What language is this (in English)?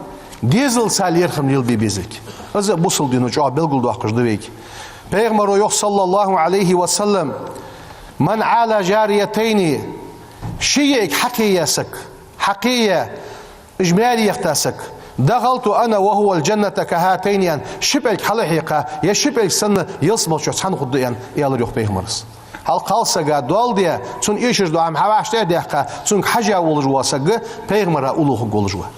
Ingush